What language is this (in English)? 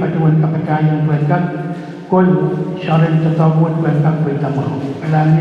Pohnpeian